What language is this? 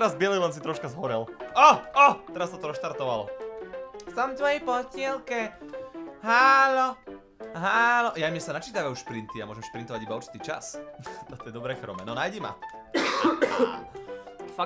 Slovak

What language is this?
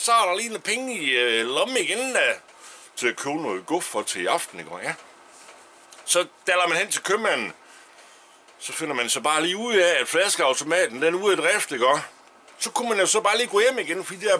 Danish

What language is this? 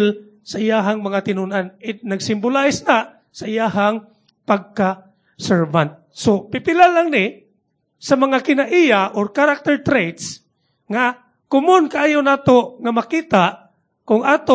Cebuano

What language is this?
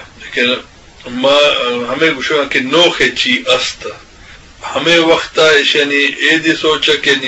Eastern Balochi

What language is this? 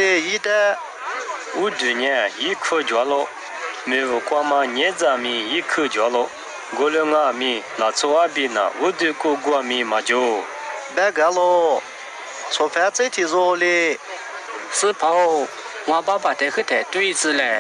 Lisu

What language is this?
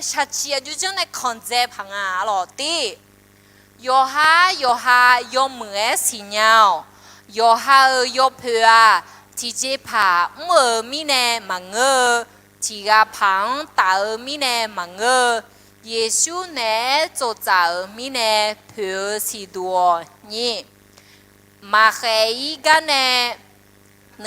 Akha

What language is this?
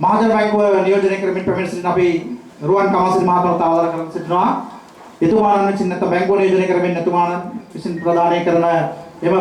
Sinhala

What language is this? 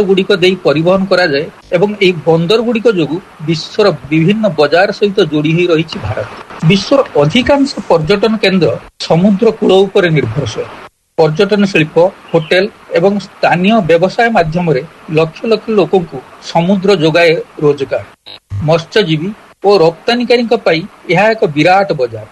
Odia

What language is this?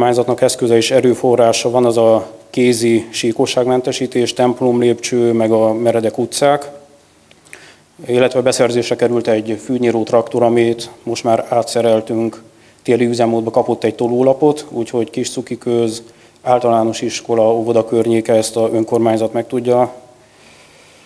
Hungarian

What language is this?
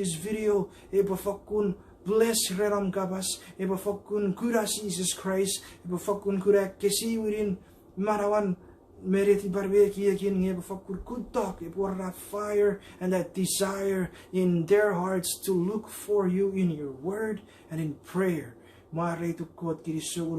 Chuukese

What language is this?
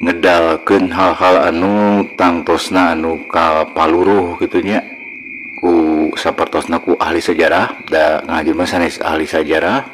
Sundanese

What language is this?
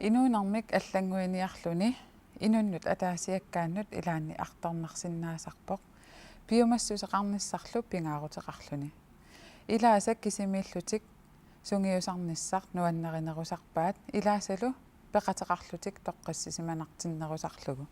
Kalaallisut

